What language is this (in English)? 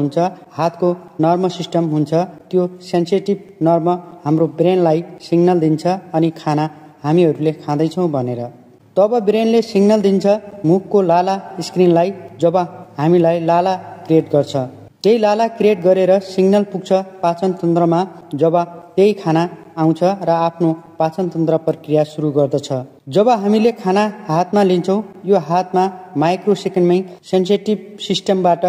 Nepali